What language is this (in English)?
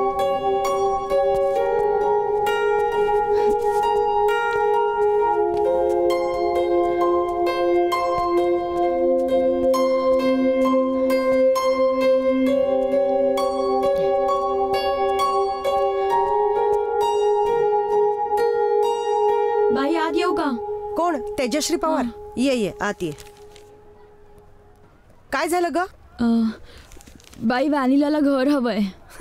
Marathi